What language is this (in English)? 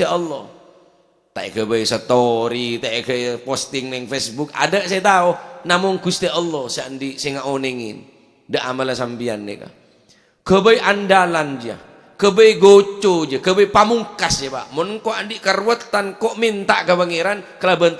Madurese